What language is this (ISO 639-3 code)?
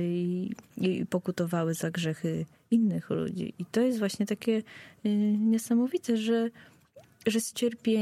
pol